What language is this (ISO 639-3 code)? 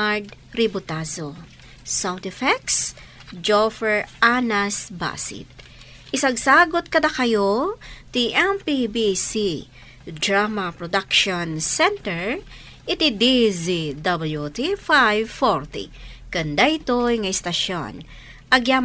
ilo